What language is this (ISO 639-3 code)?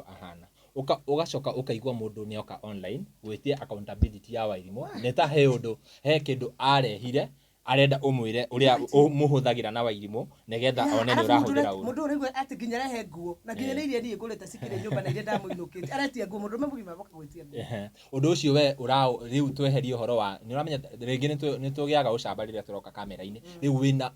kik